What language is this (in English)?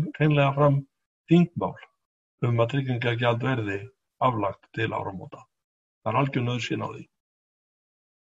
Icelandic